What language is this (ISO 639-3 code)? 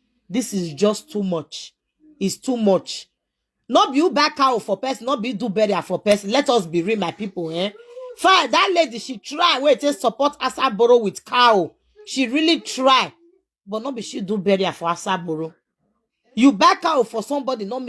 pcm